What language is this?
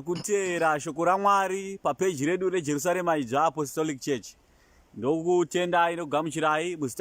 Shona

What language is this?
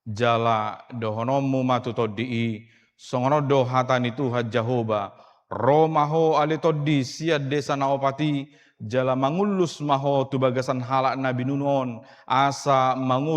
Batak Toba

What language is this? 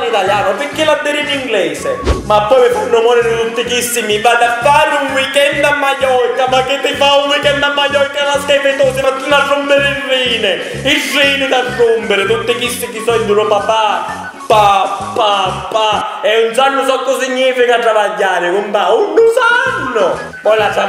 Sicilian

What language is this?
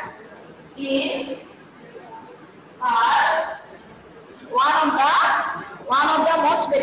Bangla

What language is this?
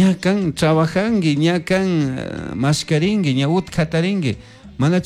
Chimborazo Highland Quichua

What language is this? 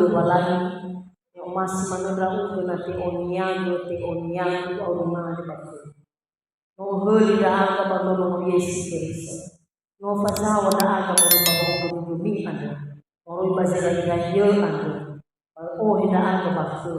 Nias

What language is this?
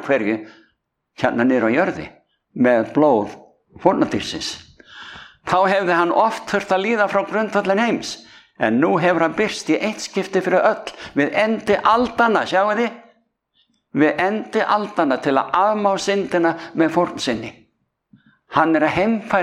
Icelandic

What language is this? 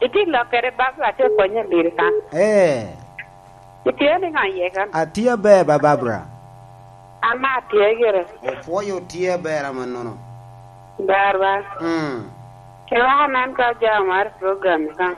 Lango (Uganda)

